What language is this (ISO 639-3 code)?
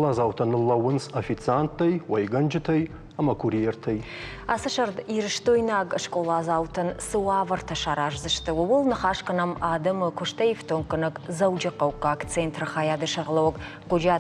oss